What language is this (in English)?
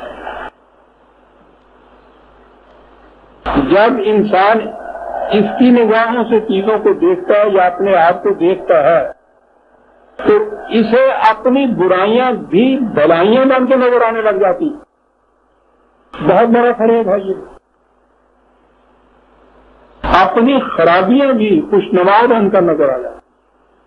Urdu